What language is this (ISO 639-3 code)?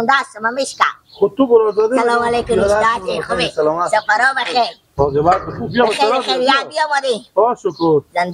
fas